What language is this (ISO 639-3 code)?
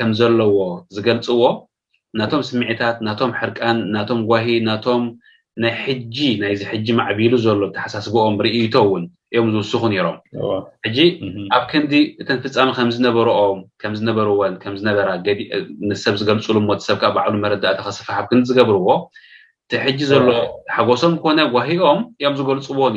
tir